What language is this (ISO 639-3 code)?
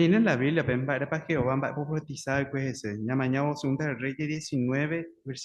grn